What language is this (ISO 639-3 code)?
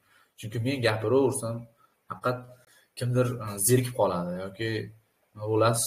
uzb